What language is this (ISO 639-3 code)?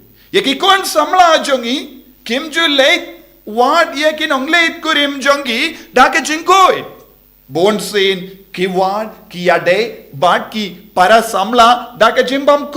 kha